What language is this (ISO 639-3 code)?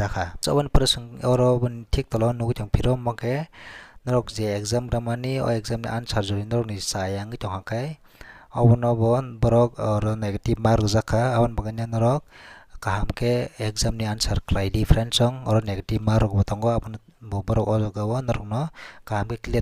trp